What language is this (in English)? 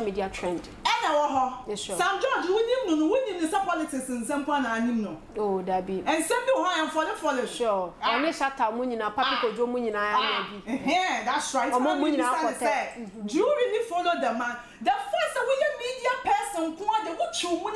Akan